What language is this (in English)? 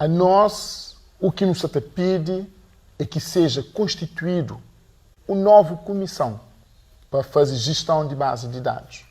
Kabuverdianu